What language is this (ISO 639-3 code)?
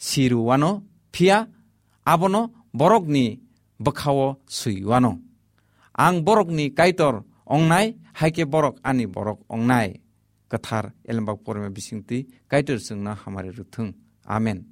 trp